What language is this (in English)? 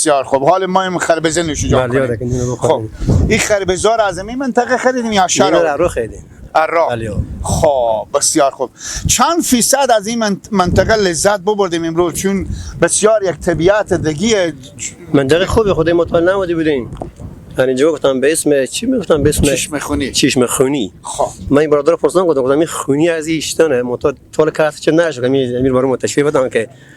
Persian